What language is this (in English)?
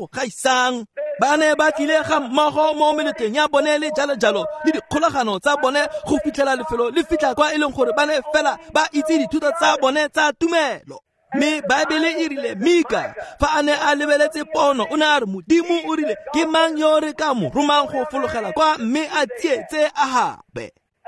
Tswana